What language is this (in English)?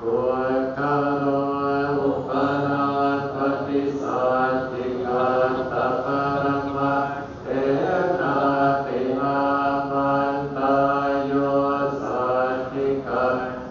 Pali